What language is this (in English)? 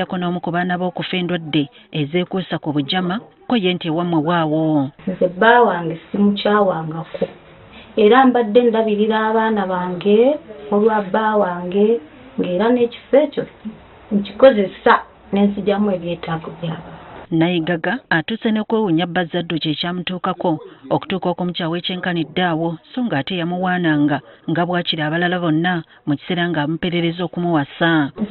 Ganda